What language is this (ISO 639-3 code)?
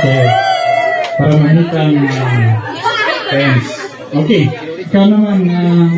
kne